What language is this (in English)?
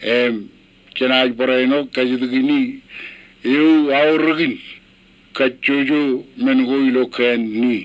Marshallese